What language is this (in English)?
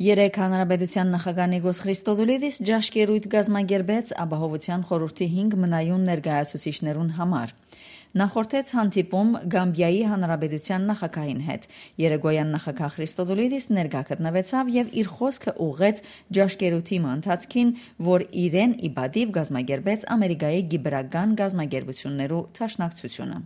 Western Armenian